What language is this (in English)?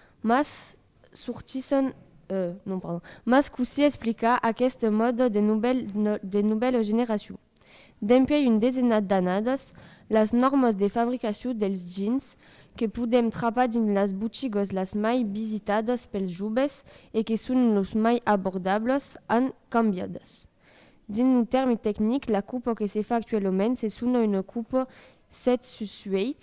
Occitan